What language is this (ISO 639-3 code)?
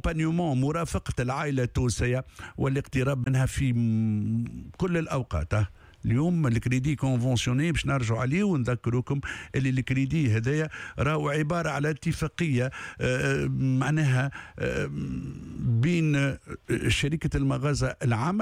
aeb